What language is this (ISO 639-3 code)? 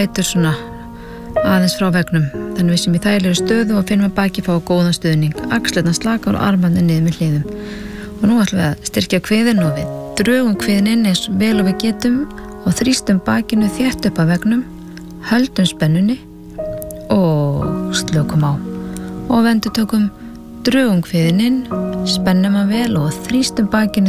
isl